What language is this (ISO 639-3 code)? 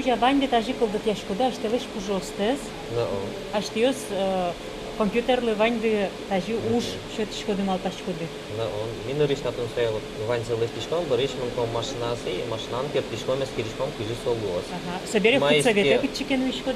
udm